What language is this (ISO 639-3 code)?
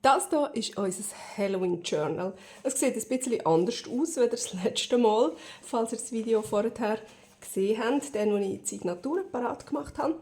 gsw